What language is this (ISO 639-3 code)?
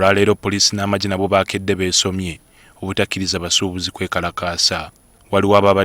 lug